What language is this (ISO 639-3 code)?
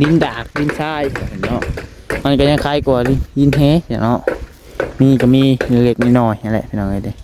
tts